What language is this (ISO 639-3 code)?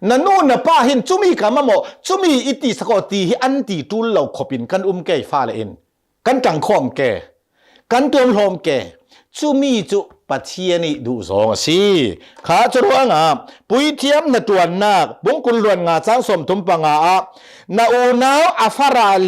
cnh